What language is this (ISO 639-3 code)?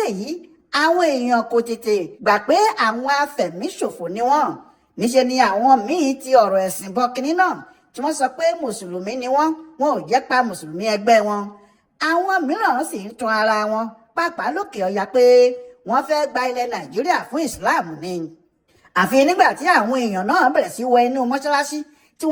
yor